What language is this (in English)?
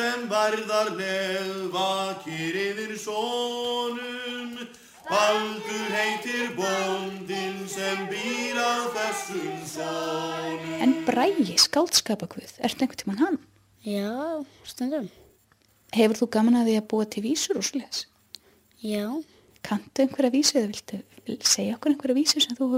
Icelandic